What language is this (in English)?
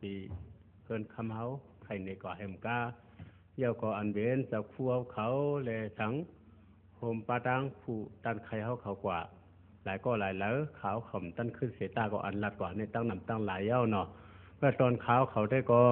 Shan